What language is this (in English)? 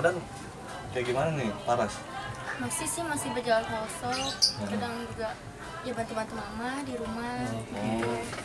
Betawi